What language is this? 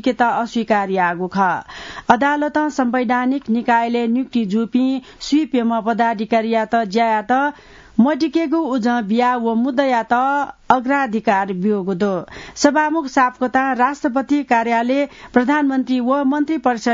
Newari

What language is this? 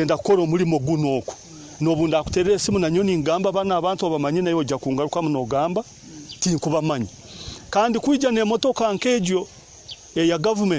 Nyoro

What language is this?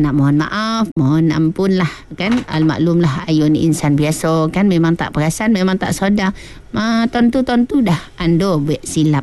Malay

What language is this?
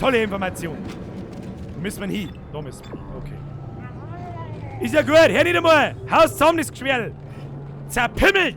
Bavarian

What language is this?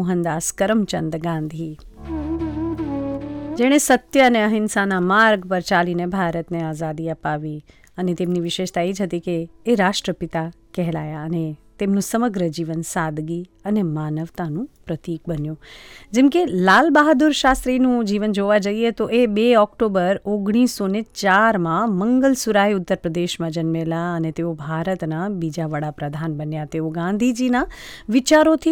Gujarati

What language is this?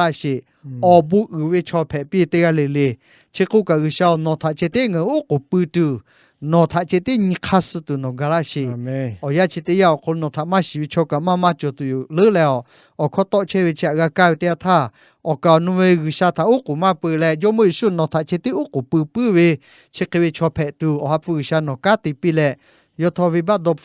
Lahu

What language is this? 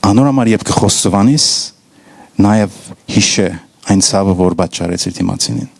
Western Armenian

